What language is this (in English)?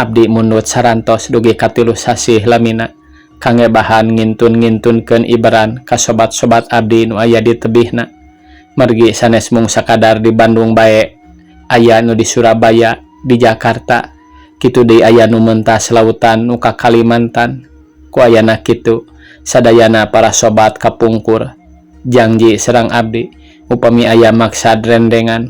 Sundanese